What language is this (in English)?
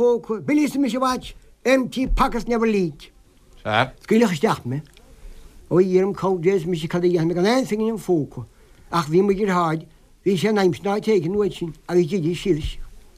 Irish